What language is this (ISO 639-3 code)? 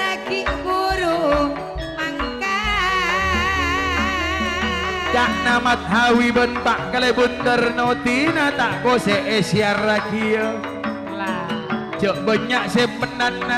mad